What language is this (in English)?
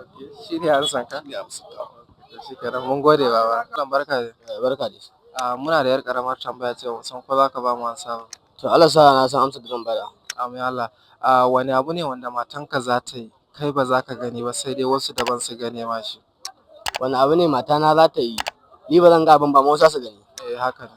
Hausa